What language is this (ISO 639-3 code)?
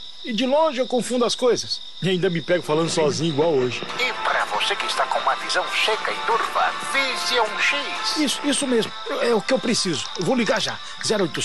por